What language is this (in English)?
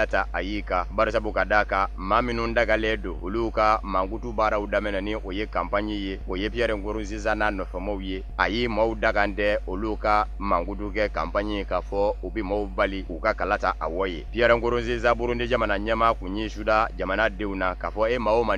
Bambara